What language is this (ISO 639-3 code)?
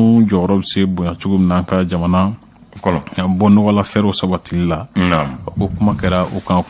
bam